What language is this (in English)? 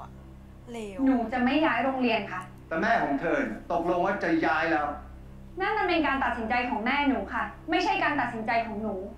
Thai